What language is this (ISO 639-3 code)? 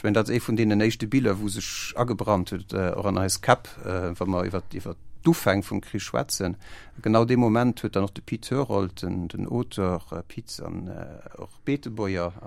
ltz